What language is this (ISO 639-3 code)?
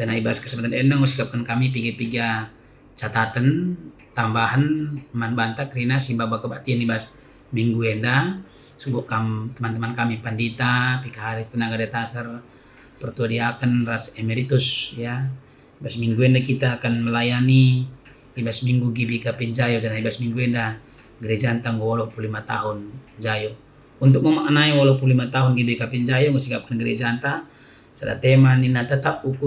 btx